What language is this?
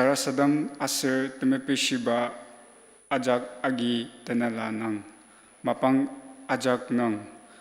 Ao Naga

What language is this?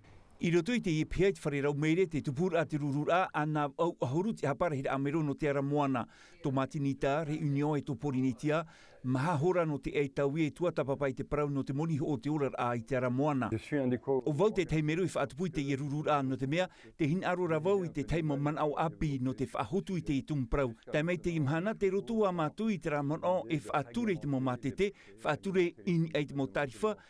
Tahitian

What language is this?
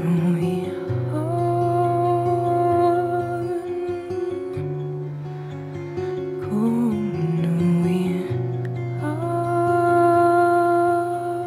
Norwegian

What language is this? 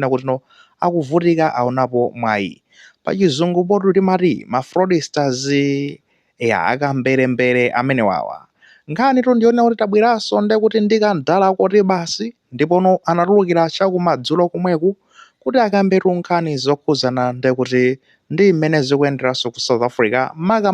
Nyanja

